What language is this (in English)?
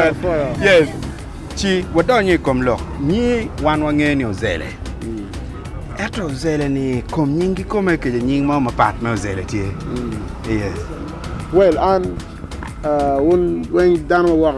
Acoli